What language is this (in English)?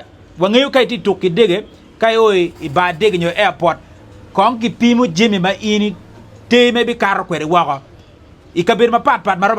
Acoli